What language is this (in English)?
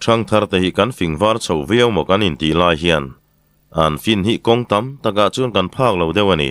Mizo